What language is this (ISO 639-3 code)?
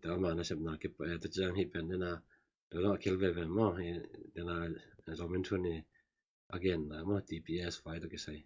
ctd